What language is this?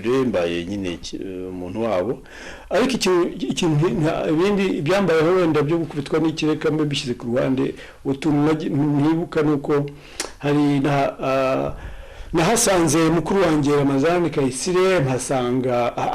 Kinyarwanda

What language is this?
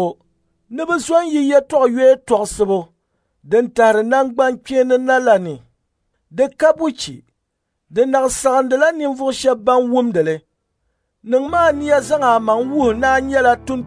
Dagbani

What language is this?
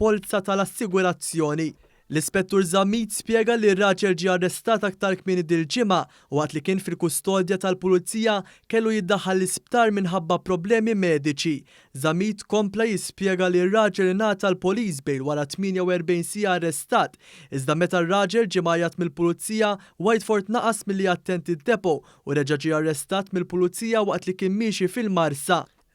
Maltese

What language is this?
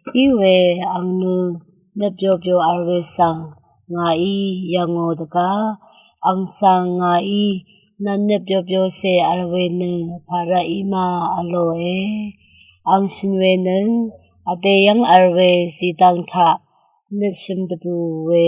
Rawang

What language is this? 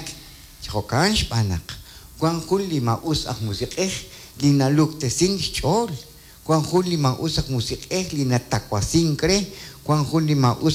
Kekchí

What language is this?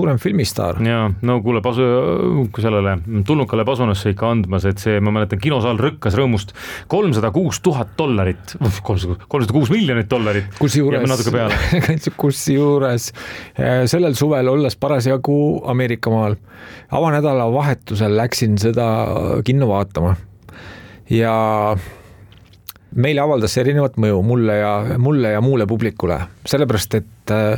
Estonian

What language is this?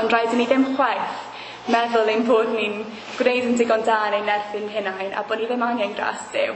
Welsh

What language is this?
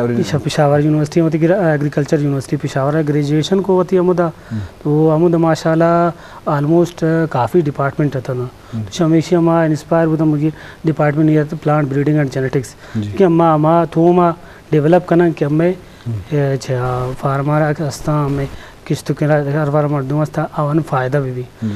Eastern Balochi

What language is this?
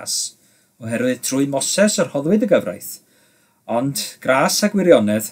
Welsh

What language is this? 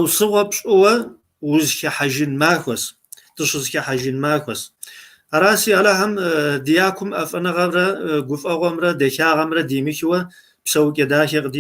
Kabardian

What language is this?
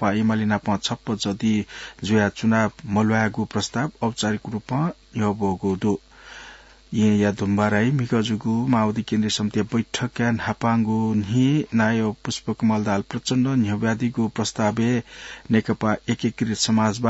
Newari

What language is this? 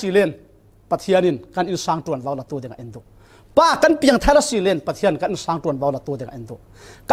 Falam Chin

